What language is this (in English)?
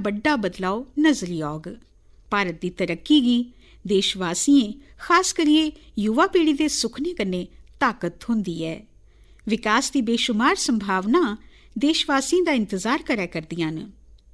Dogri